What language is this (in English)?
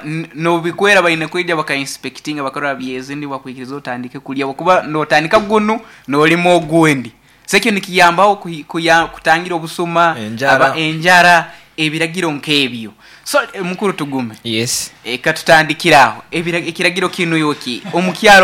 Nyankole